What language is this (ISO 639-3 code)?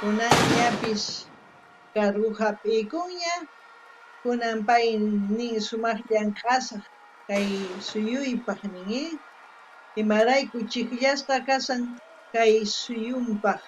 quh